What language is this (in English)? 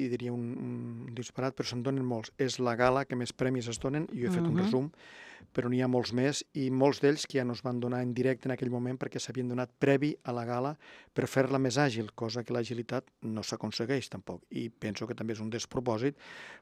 Catalan